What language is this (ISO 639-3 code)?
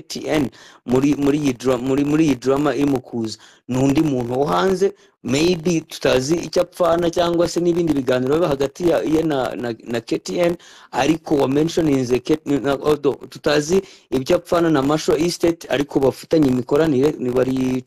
kin